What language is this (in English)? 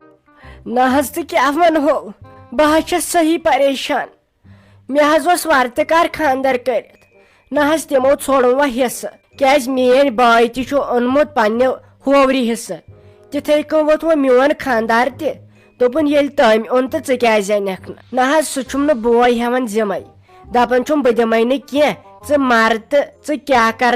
Kashmiri